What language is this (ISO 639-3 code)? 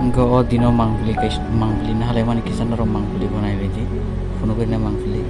trp